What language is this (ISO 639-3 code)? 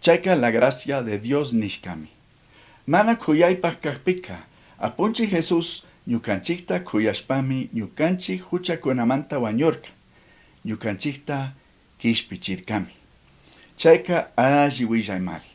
qug